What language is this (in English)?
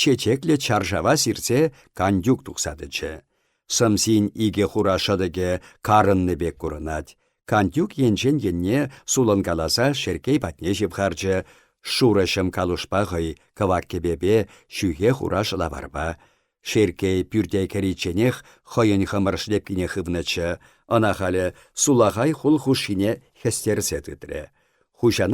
Chuvash